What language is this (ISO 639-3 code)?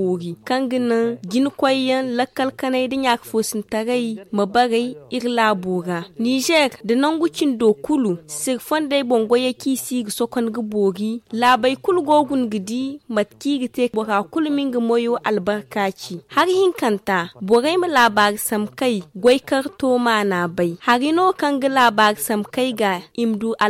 dje